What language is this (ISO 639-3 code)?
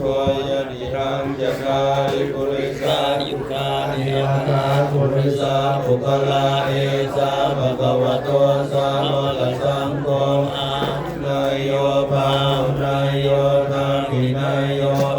pli